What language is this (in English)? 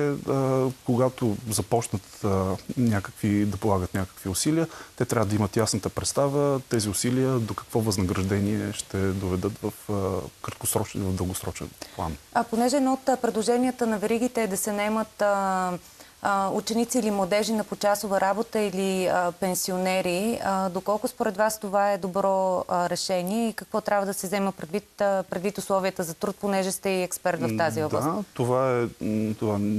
Bulgarian